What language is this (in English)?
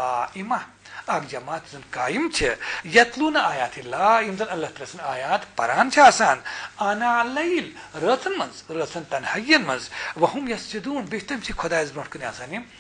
Kashmiri